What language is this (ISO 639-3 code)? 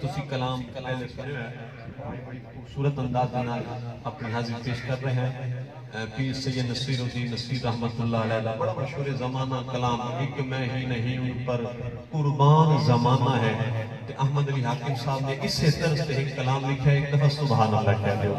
skr